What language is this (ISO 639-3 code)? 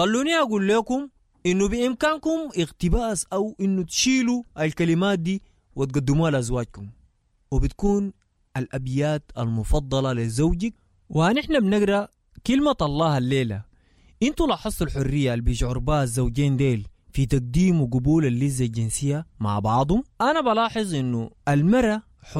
apd